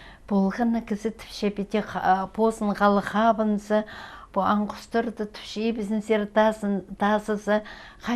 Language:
Khakas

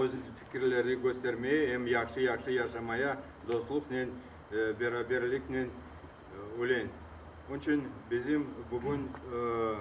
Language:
Crimean Tatar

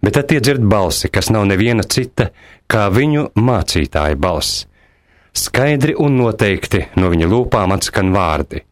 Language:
Latvian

